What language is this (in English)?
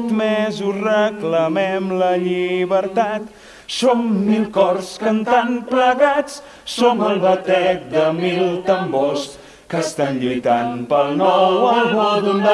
Catalan